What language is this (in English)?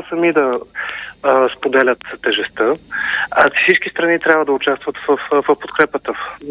Bulgarian